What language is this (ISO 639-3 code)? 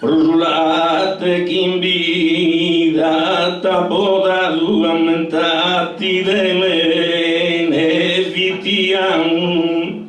srd